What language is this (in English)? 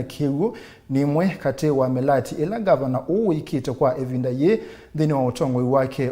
Kamba